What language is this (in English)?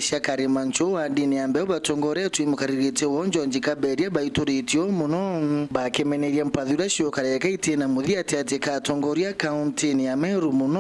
Meru